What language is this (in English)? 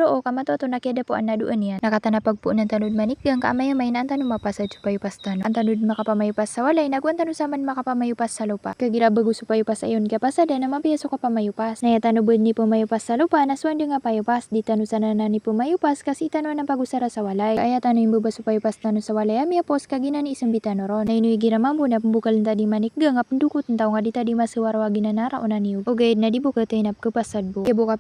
Maranao